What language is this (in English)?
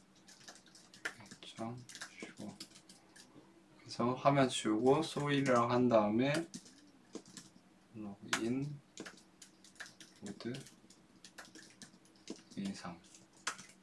Korean